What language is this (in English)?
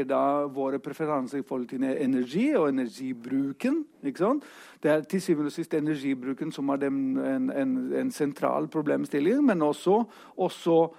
Norwegian